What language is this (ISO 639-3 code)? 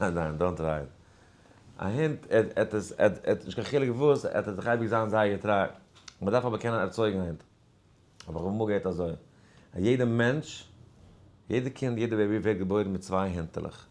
yid